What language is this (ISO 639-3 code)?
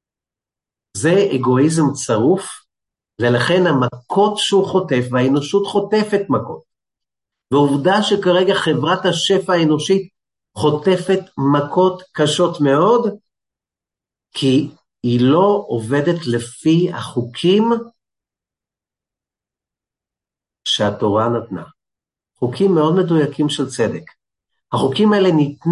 heb